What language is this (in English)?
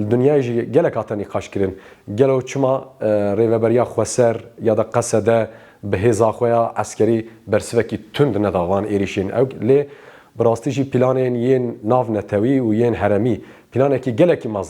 Kurdish